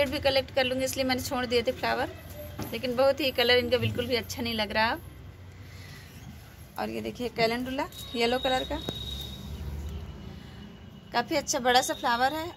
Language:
Hindi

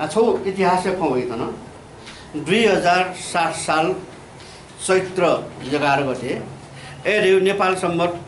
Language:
Newari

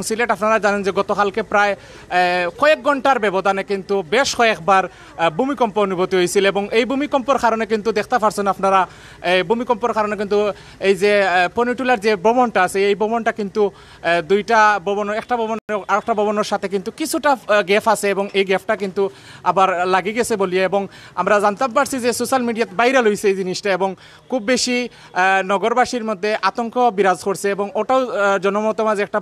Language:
Sylheti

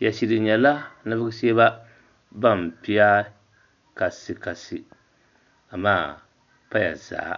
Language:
Dagbani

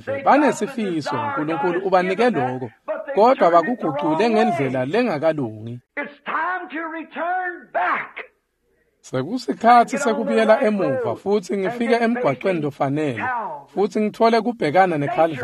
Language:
Swati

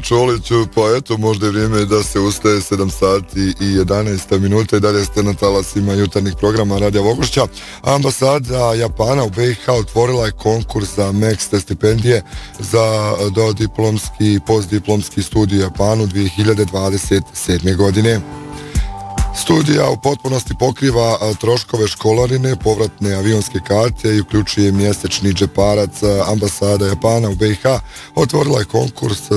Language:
Bosnian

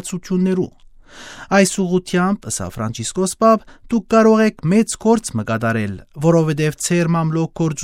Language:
Western Armenian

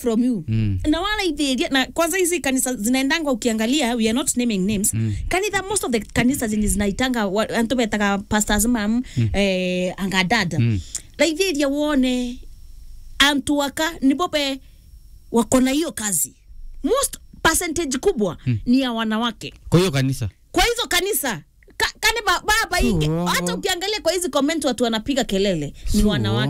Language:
Meru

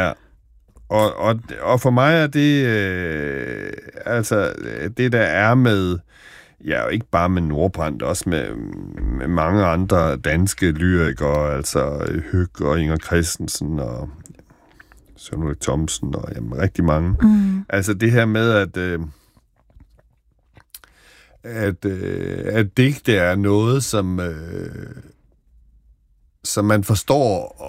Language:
Danish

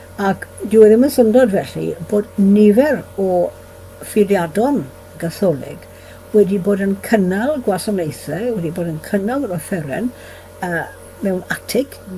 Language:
Welsh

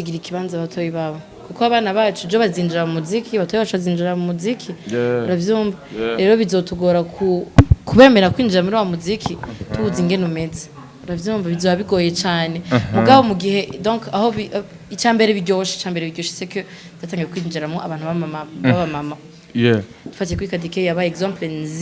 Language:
Rundi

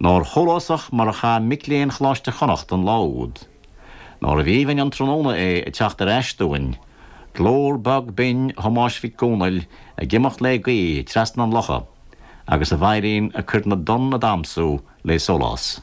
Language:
Irish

